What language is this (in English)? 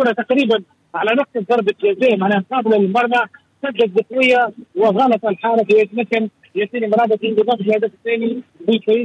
Tunisian Arabic